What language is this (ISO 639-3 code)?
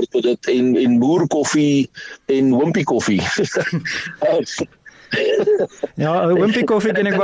afr